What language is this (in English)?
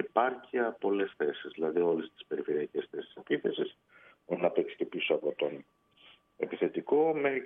Greek